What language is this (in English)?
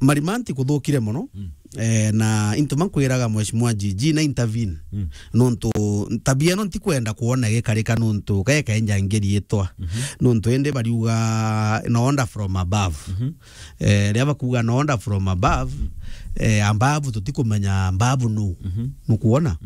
Meru